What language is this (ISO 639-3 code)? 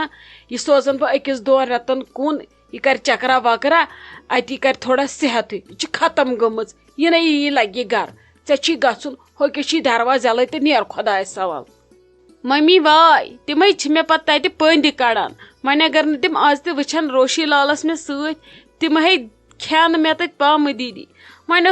kas